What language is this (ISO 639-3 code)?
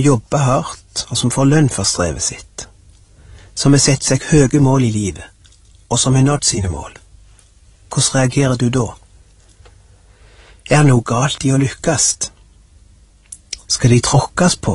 nor